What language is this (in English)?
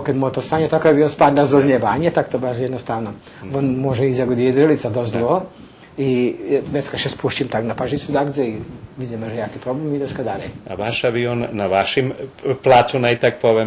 Rusyn